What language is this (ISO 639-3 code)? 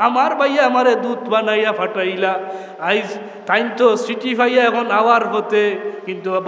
syl